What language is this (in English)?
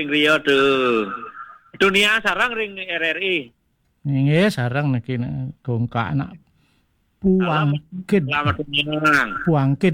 Balinese